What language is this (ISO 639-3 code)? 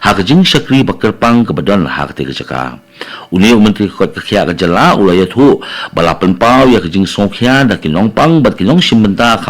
kha